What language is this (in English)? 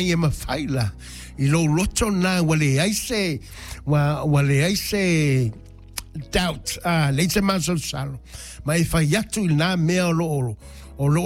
Samoan